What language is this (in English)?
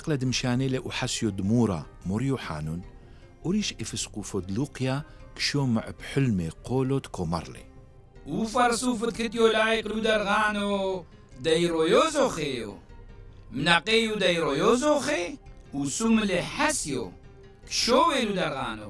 Turoyo